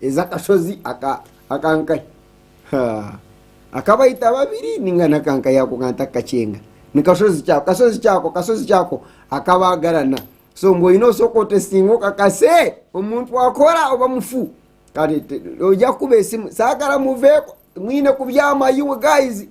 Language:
Nyankole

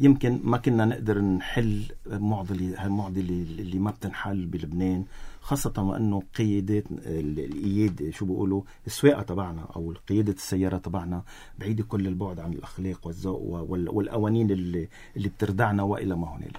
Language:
North Levantine Arabic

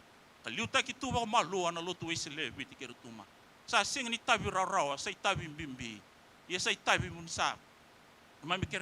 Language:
Fijian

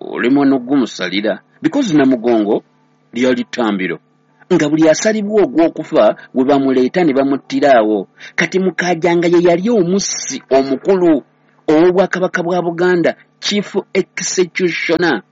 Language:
Ganda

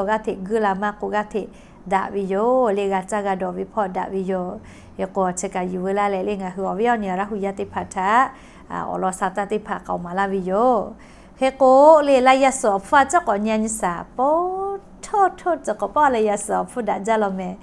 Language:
Lahu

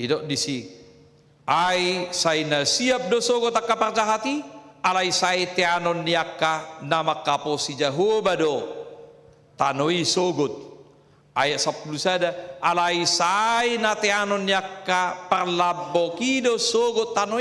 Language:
Batak Toba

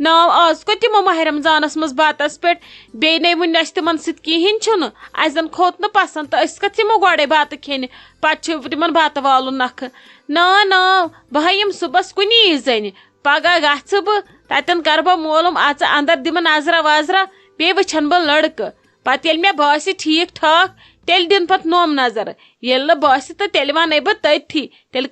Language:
Kashmiri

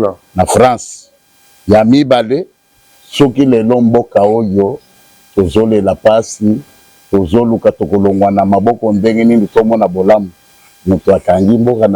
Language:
Lingala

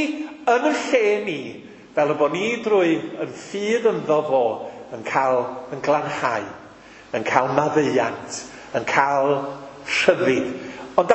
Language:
Welsh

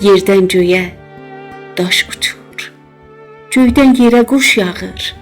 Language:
South Azerbaijani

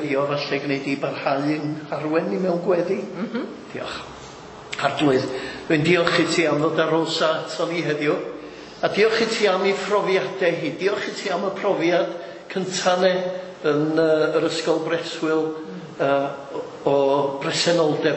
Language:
Welsh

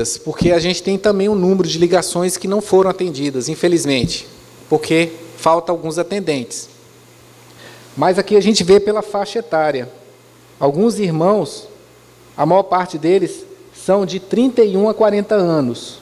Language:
Portuguese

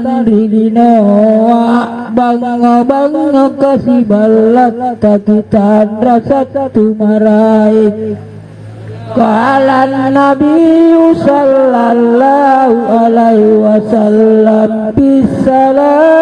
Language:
Makasar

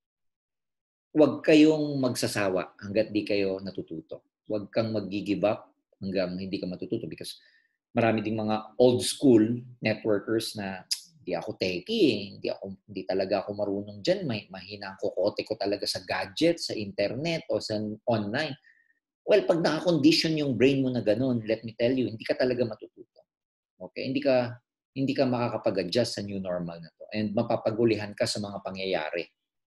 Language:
Filipino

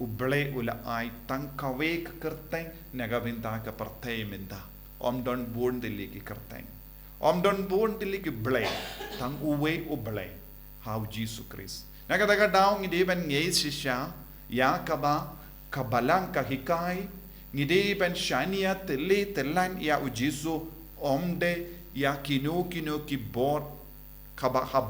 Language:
Khasi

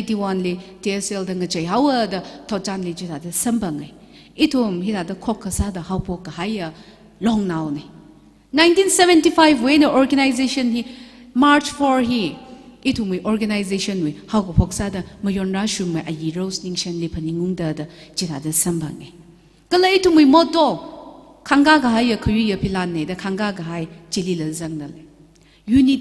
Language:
Tangkhul Naga (India)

